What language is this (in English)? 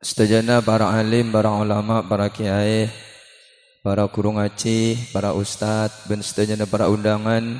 Madurese